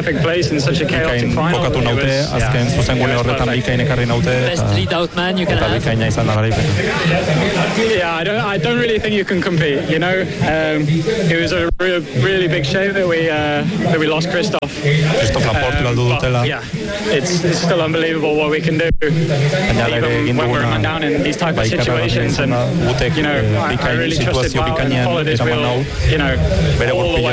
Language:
Basque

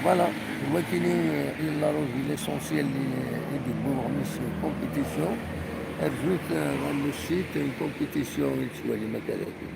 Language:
Kabyle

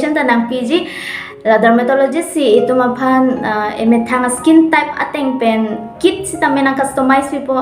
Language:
Karbi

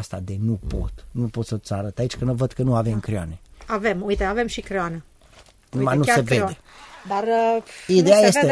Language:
Romanian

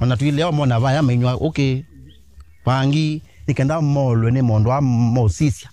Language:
Kamba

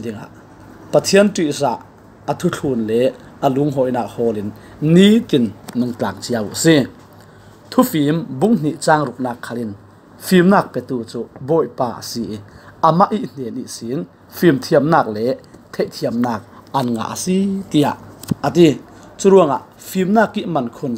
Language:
Falam Chin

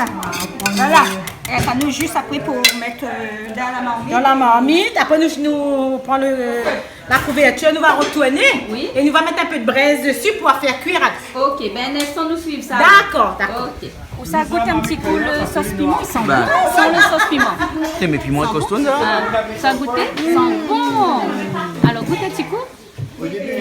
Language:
Réunion Creole French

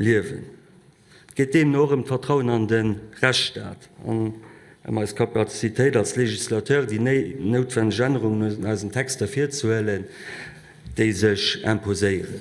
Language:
Luxembourgish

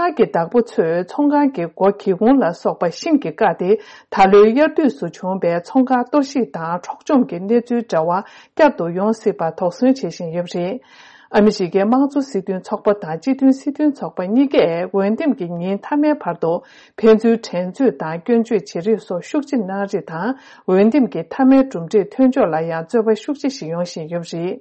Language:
Tibetan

